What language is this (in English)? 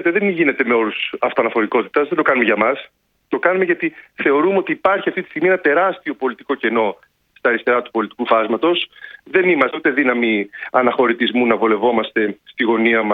Greek